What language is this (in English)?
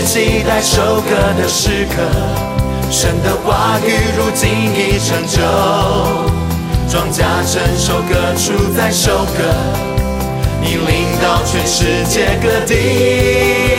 Chinese